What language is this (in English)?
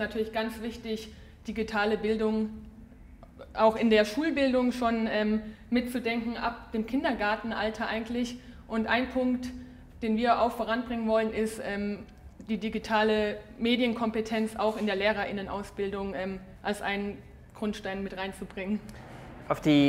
German